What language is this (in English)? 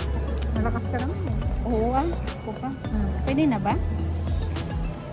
Filipino